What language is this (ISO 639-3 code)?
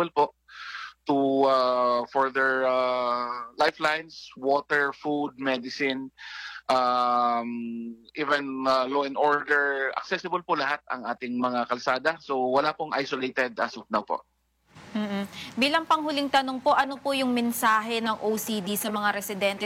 fil